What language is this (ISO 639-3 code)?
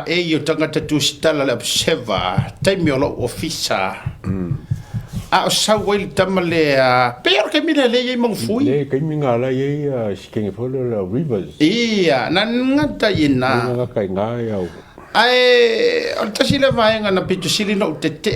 smo